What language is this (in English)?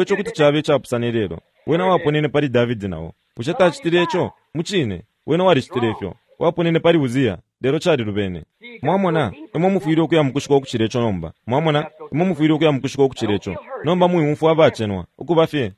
Bemba